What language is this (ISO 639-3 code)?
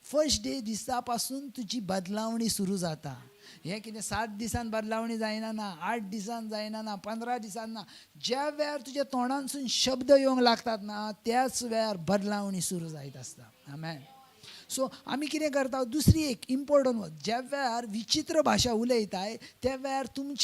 kok